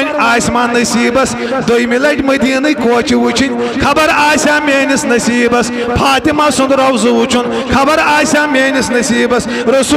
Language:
Kashmiri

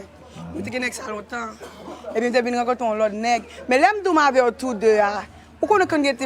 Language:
Haitian Creole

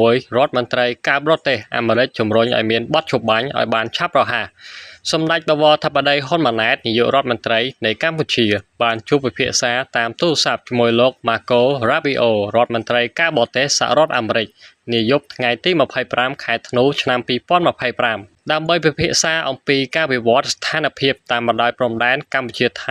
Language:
Khmer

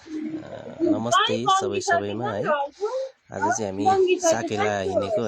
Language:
Nepali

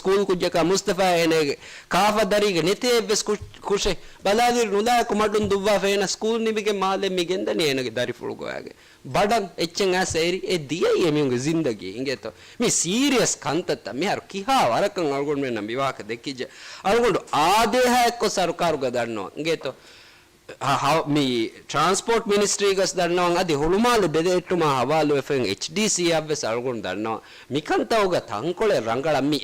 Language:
Divehi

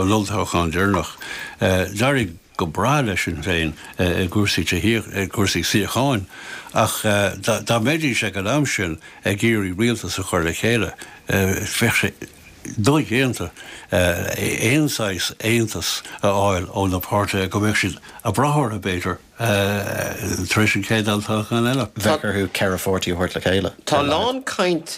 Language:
Irish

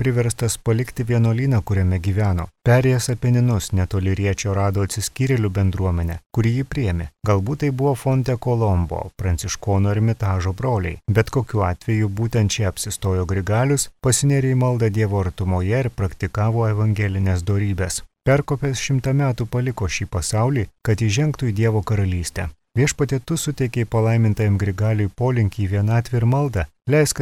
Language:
Lithuanian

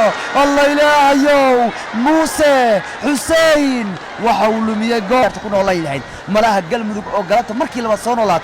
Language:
Somali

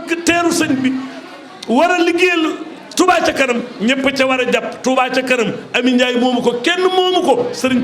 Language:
Wolof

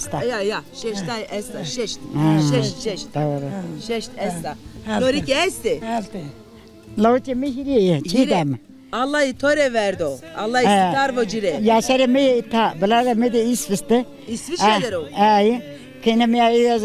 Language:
Zaza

